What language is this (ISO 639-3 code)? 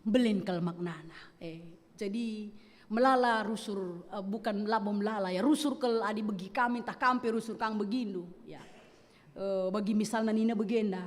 btx